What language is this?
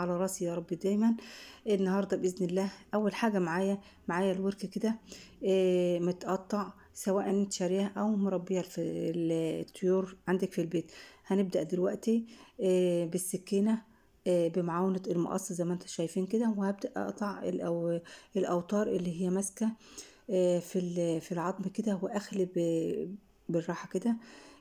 Egyptian Arabic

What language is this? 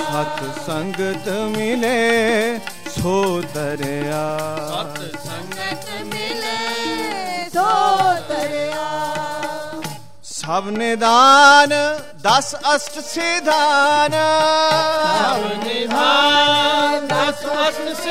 Punjabi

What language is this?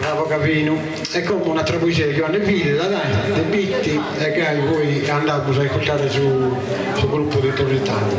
Sardinian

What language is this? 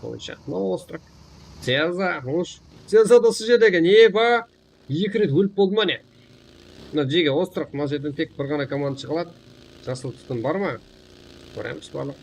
Kara-Kalpak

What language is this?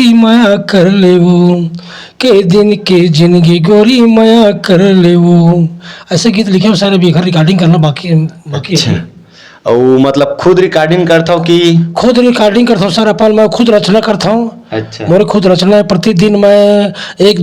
Chhattisgarhi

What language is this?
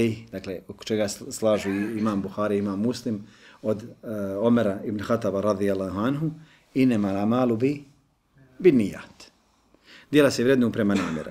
Bosnian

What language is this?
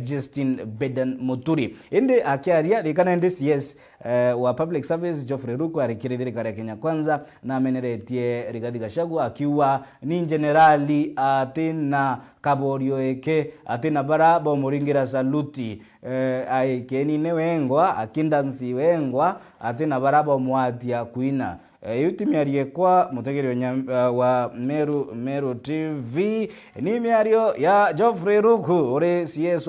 Meru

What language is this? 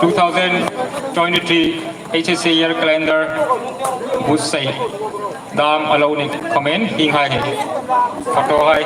Hmar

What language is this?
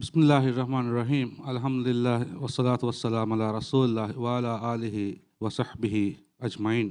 Divehi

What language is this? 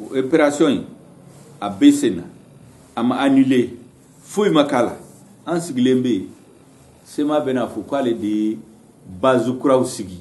Bambara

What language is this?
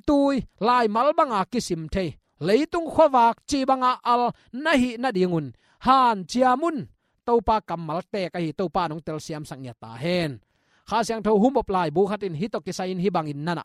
Tedim Chin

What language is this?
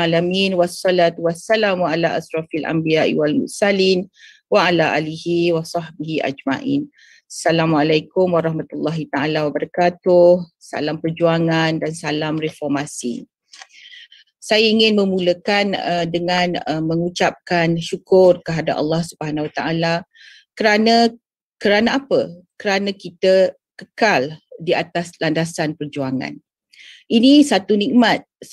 Malay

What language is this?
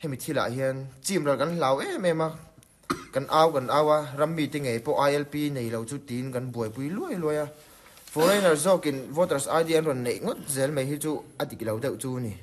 Mizo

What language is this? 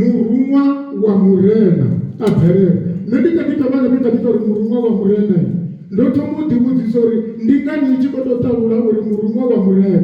Venda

